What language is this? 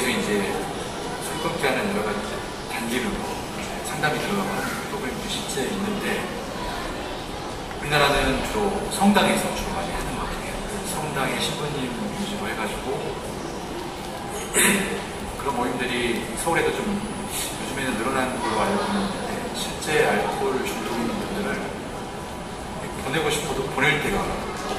Korean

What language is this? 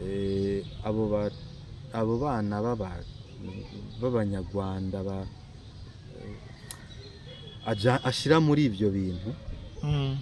Rundi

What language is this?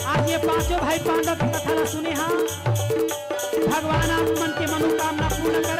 Chhattisgarhi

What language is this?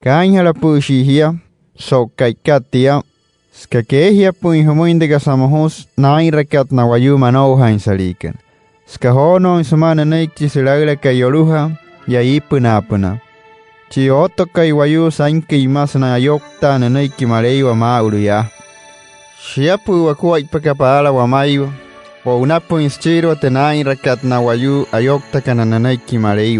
Wayuu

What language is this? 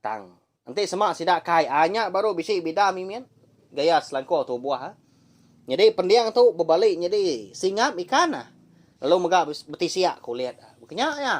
Iban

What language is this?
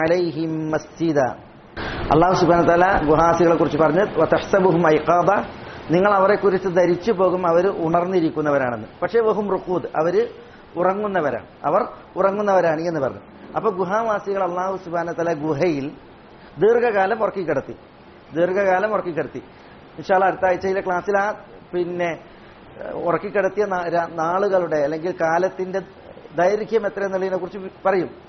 Malayalam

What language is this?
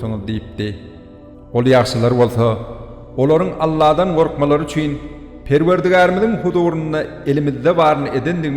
Turkmen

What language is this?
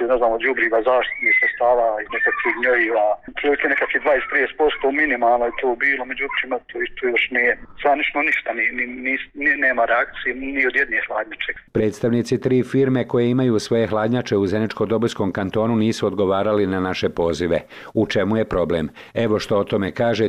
Bosnian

